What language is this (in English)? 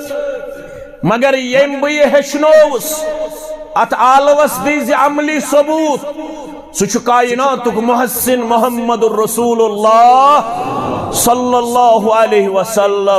Kashmiri